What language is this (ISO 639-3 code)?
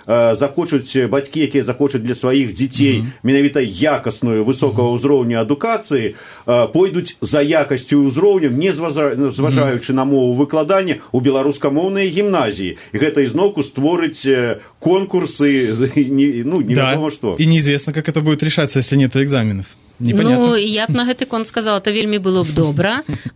bel